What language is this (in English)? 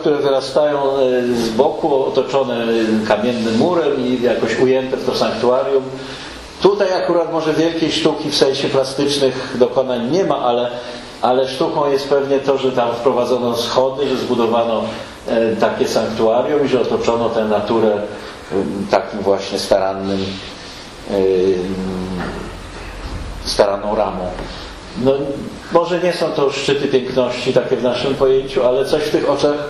Polish